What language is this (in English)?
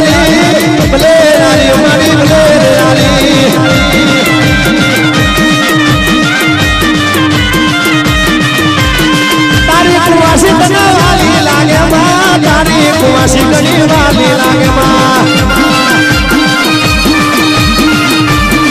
Gujarati